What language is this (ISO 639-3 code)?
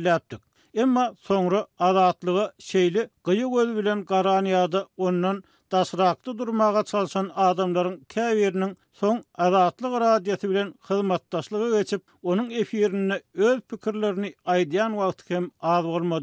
tuk